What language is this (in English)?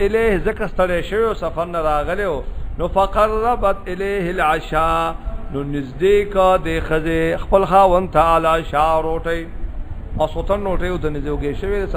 Pashto